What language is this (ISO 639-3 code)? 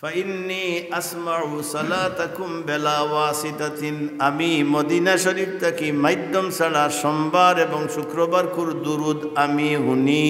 syl